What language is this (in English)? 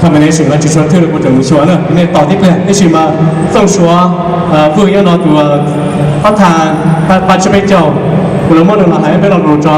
Hmong